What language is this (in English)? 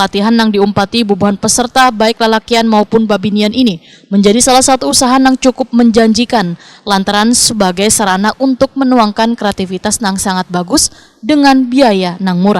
Banjar